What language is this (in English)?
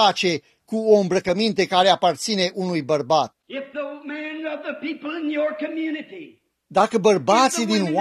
Romanian